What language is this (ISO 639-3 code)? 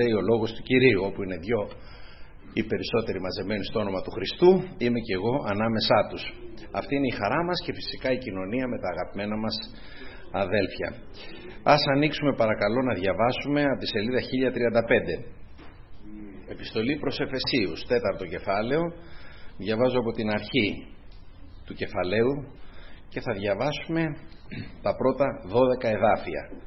ell